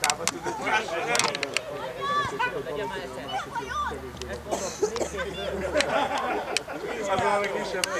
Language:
Hungarian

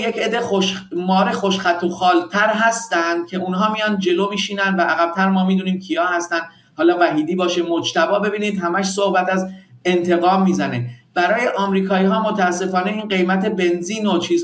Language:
Persian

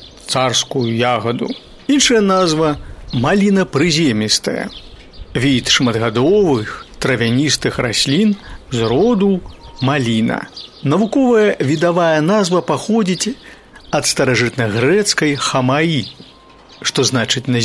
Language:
Belarusian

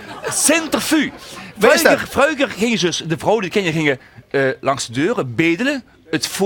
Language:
Limburgish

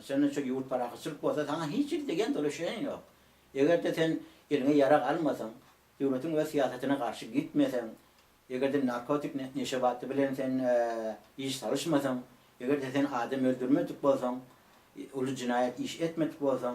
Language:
Turkmen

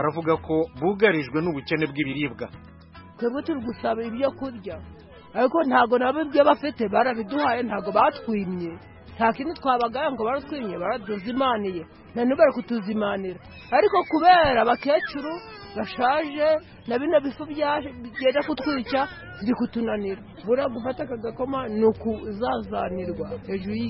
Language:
Kinyarwanda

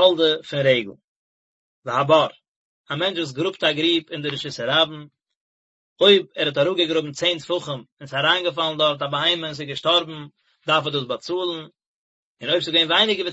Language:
Yiddish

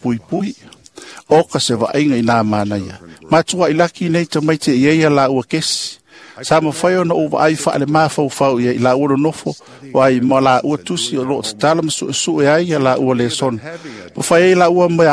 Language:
Samoan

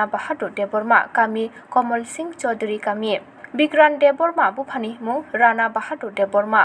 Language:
Kok Borok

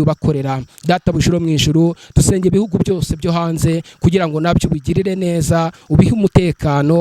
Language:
Kinyarwanda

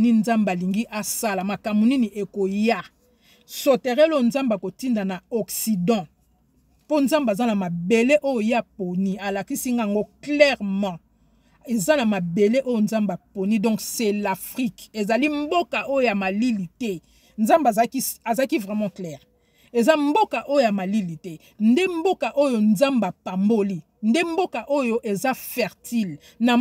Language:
Lingala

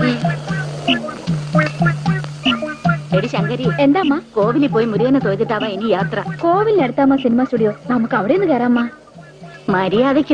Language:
Malayalam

